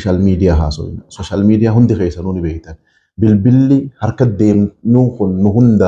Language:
Oromo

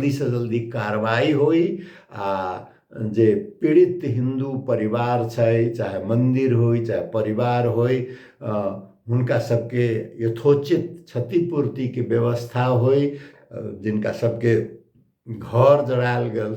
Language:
Maithili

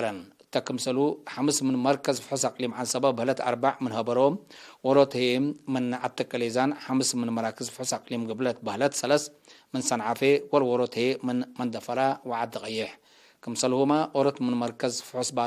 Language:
Tigre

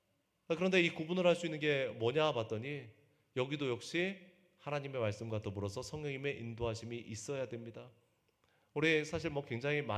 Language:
Korean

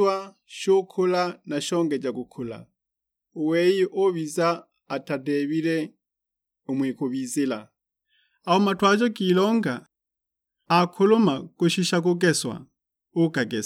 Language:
Sukuma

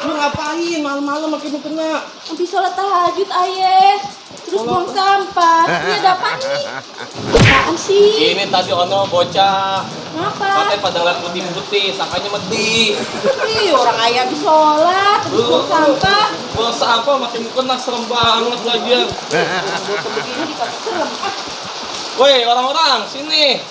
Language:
Betawi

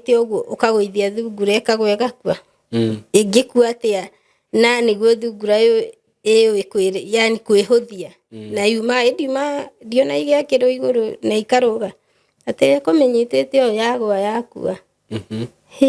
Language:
Kikuyu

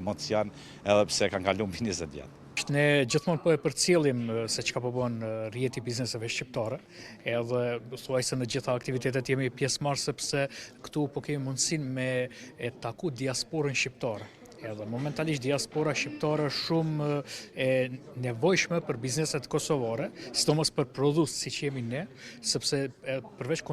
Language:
Albanian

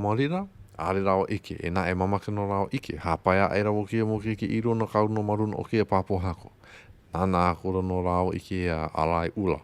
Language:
Hawaiian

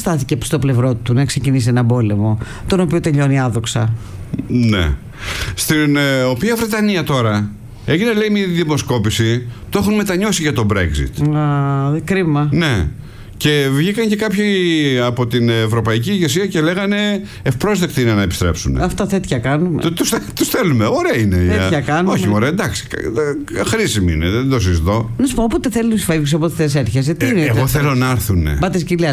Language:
Greek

